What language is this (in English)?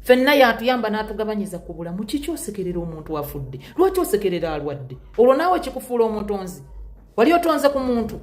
Ganda